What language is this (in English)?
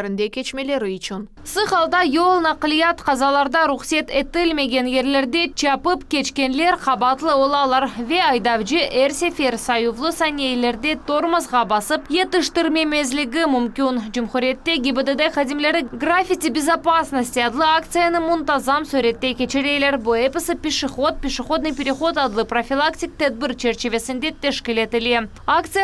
Crimean Tatar